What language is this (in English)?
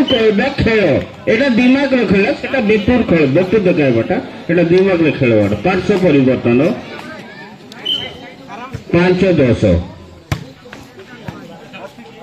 Hindi